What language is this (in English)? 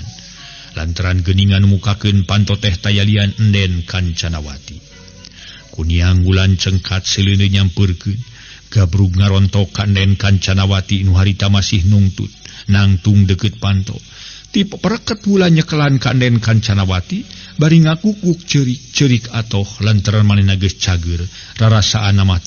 Sundanese